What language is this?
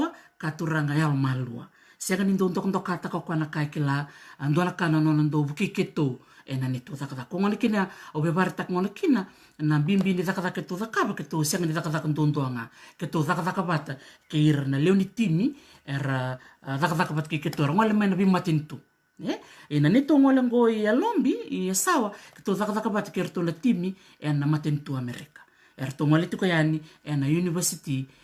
Fijian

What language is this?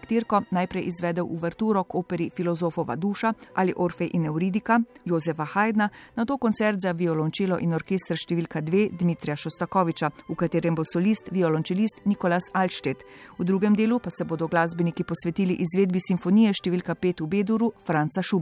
Slovenian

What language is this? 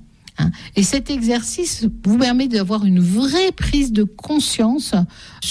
French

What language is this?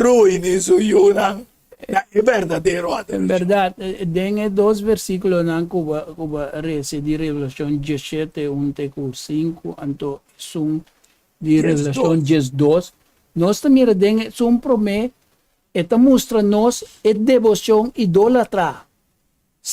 Papiamento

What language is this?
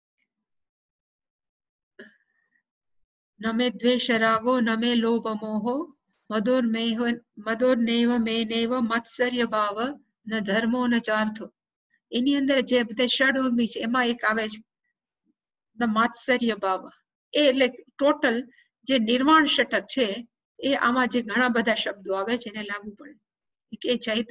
Gujarati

